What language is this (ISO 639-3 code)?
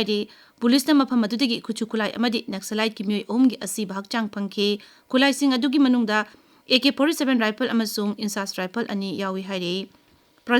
mni